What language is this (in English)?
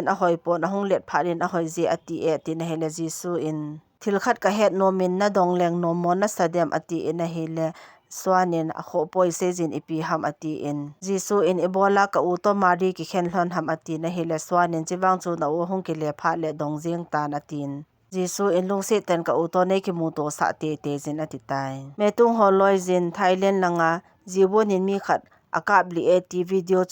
Thado Chin